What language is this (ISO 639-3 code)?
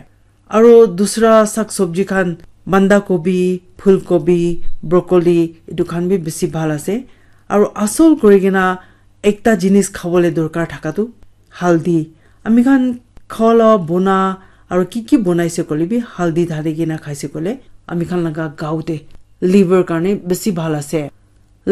nag